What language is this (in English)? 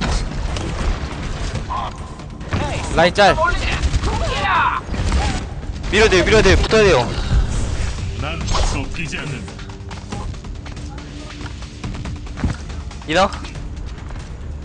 Korean